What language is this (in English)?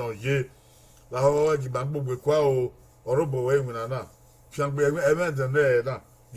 Bini